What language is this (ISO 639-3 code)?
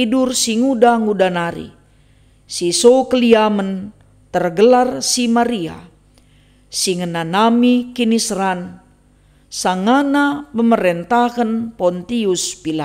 btx